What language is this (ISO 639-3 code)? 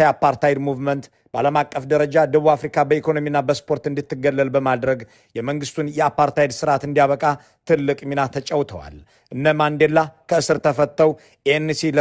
amh